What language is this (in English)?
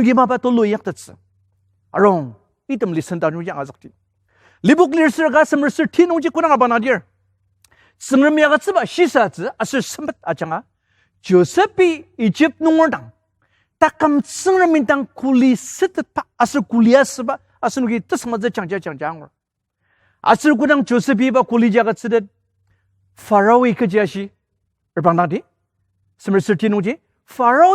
Ao Naga